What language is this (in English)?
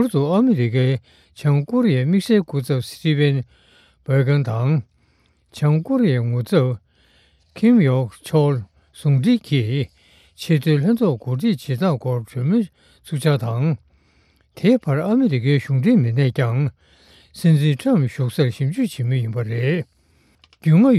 Tibetan